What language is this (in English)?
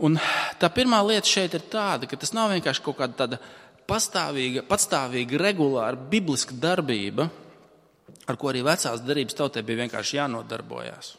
Latvian